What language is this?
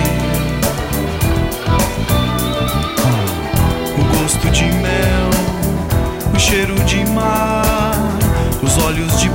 Portuguese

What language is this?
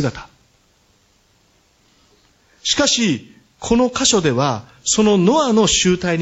Japanese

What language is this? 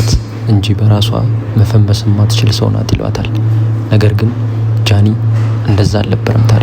Amharic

